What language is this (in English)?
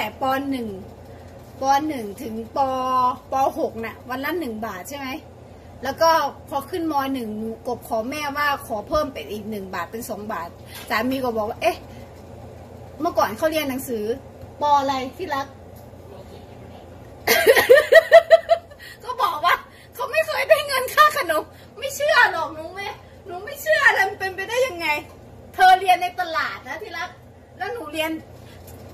Thai